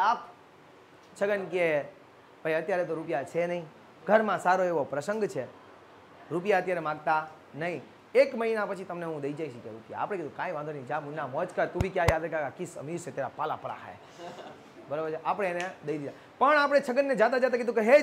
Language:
Gujarati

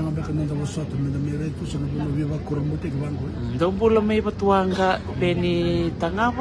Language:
Fijian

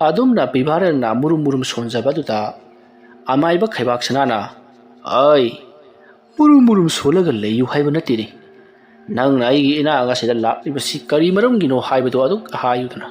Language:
Manipuri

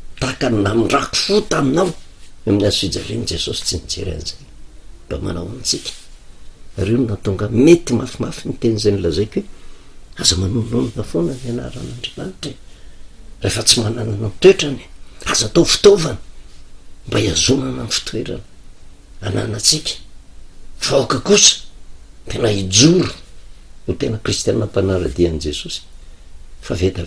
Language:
Malagasy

